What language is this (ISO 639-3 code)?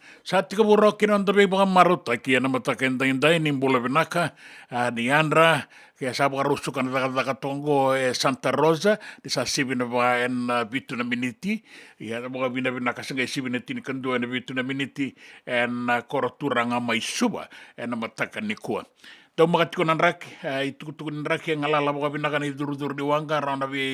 fij